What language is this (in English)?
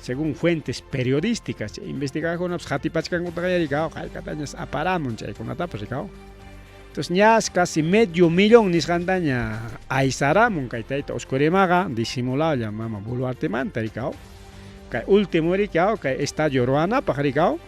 Ayacucho Quechua